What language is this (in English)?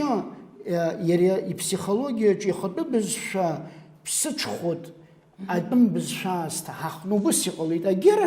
Abkhazian